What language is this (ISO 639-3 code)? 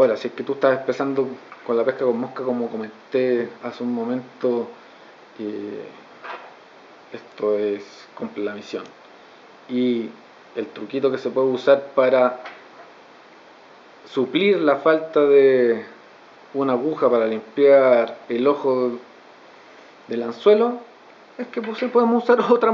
spa